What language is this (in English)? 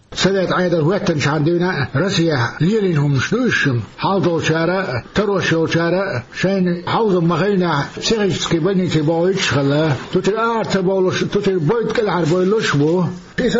Chechen